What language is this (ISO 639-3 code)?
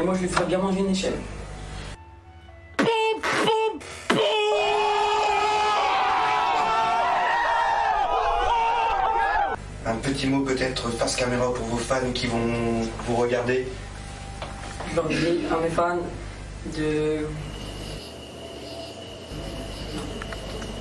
fra